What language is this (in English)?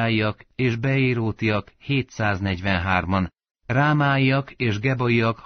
Hungarian